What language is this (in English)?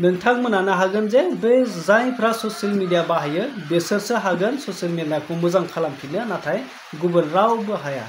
Bodo